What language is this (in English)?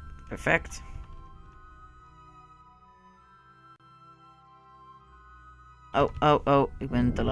Dutch